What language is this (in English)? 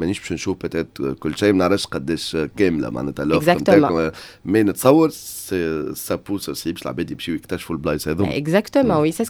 Tunisian Arabic